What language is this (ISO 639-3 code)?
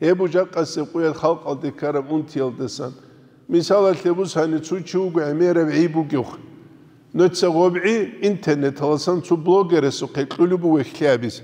ava